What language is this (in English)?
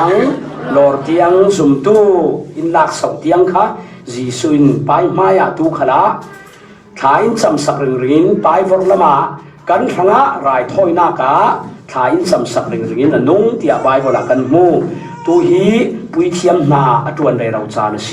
Falam Chin